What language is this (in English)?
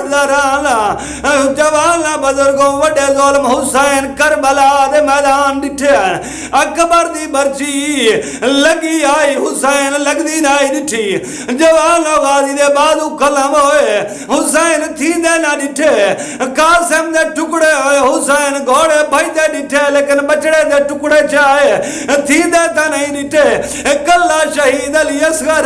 Saraiki